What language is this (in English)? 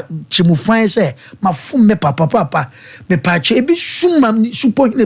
Akan